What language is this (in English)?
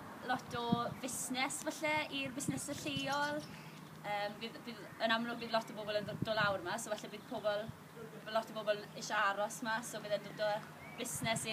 Welsh